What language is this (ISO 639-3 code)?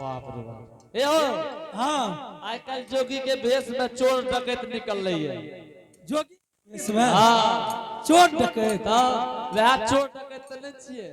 anp